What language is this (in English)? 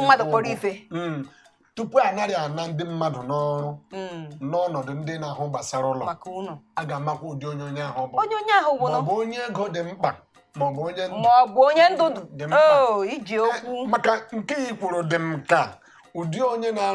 Igbo